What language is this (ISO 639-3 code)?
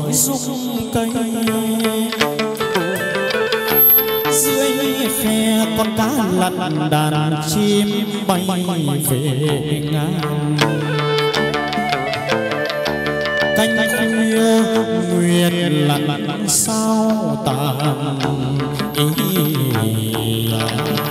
vie